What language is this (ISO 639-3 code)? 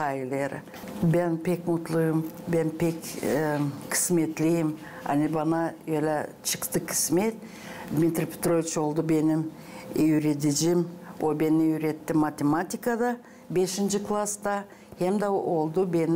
gag